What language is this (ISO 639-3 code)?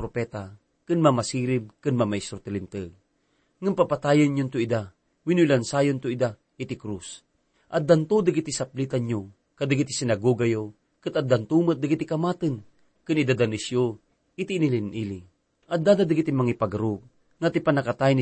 ilo